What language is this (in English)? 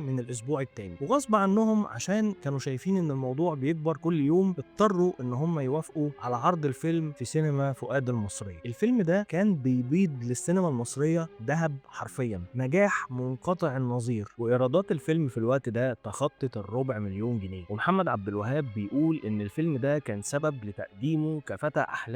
Egyptian Arabic